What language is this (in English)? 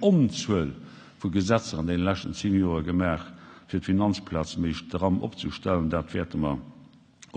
Luxembourgish